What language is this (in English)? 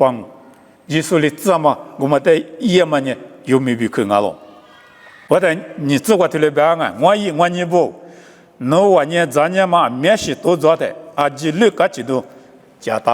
Lisu